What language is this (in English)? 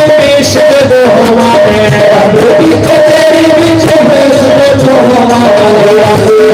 Dogri